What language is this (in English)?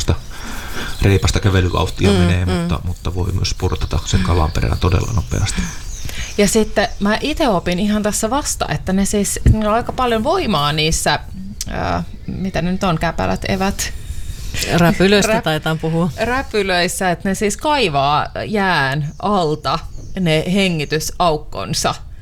Finnish